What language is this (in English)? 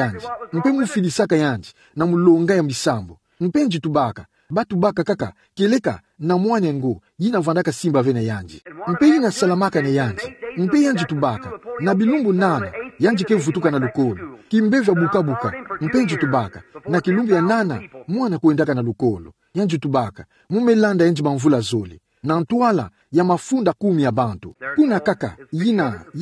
Kituba (Democratic Republic of Congo)